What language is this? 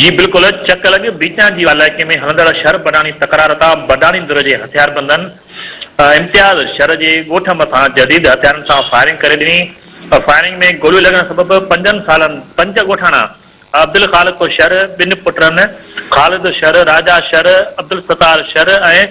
Sindhi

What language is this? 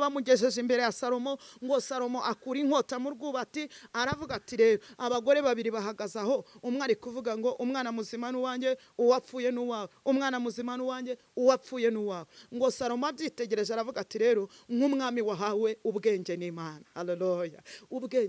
Kinyarwanda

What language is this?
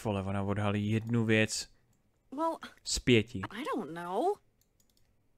Czech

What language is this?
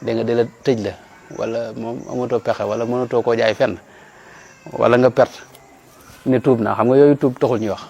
Wolof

